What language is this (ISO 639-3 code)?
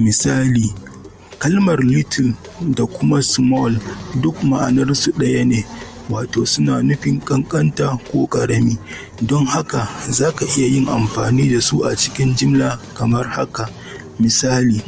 hau